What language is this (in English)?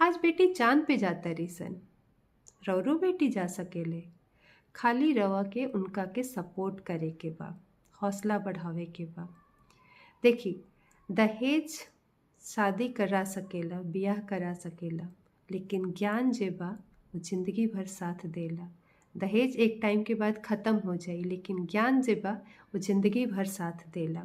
Bhojpuri